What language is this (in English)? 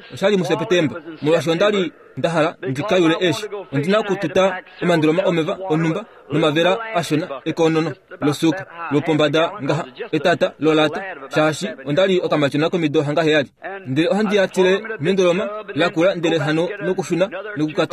Kuanyama